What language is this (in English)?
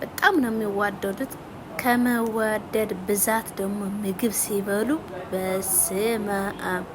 Amharic